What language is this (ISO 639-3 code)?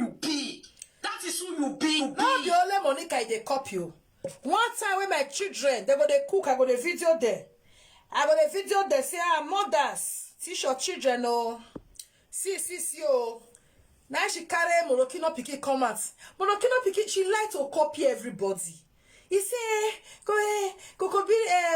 pcm